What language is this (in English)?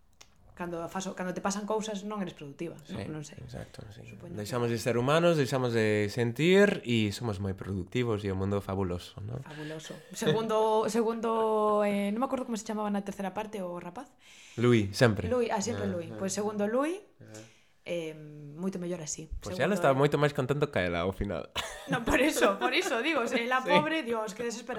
Galician